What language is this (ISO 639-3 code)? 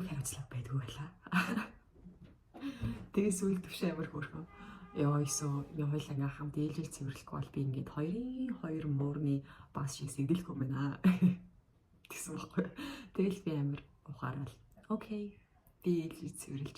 mon